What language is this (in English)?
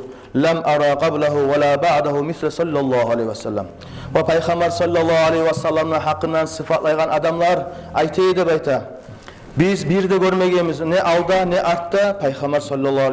Kumyk